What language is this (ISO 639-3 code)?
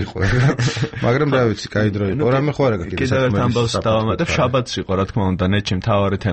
kat